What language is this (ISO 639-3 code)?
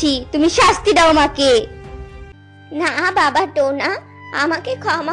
ben